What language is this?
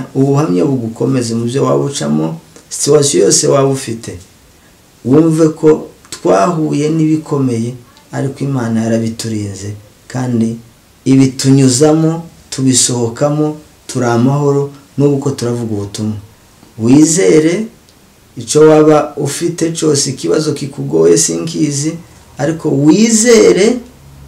Kinyarwanda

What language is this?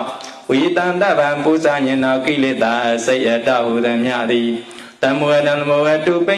Burmese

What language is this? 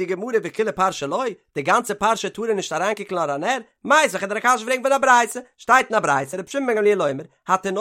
Yiddish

